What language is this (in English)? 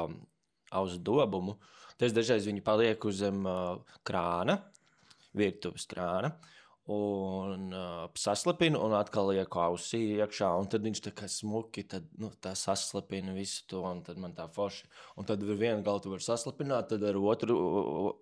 Latvian